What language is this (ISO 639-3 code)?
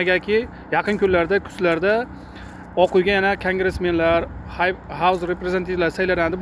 uzb